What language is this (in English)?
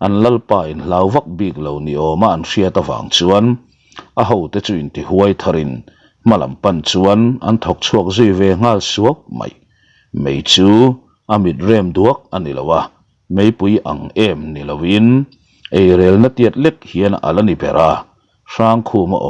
Mizo